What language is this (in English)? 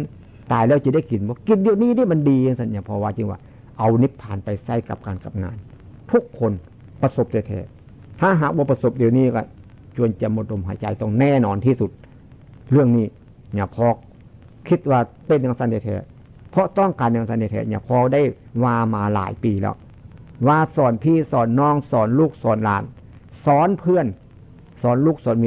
Northeastern Thai